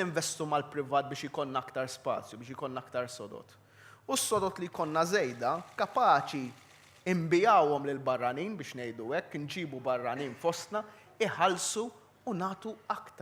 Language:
Maltese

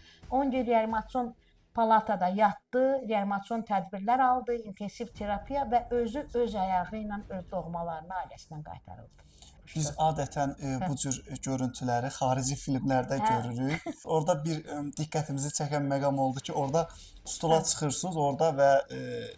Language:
Azerbaijani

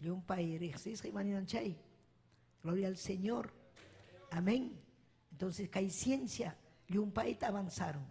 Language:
Ayacucho Quechua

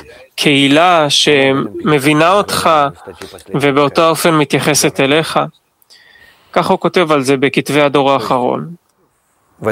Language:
Hebrew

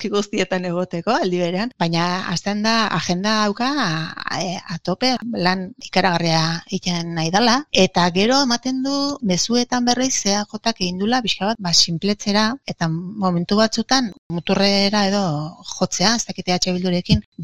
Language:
Basque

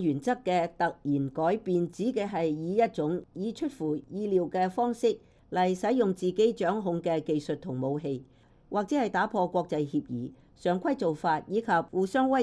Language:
Cantonese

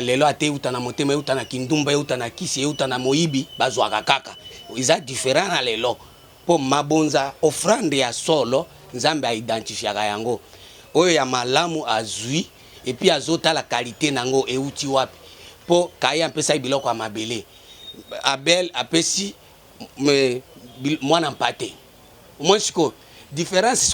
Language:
Lingala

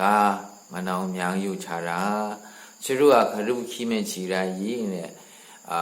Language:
Maru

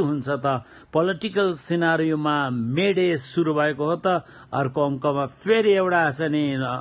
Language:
Nepali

